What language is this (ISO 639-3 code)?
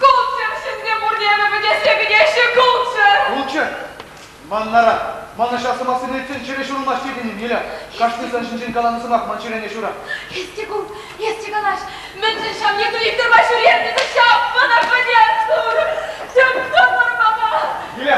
chv